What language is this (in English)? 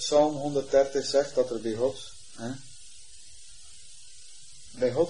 Dutch